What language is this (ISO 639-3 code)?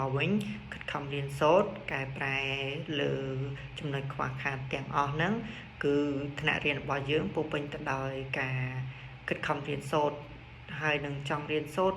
khm